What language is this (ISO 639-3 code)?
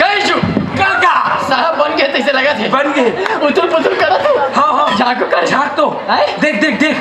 hne